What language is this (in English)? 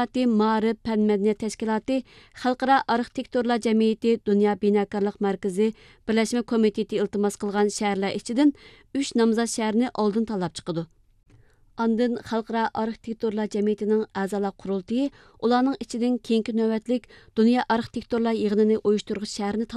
Uyghur